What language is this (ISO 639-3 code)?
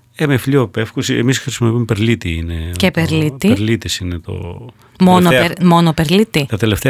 ell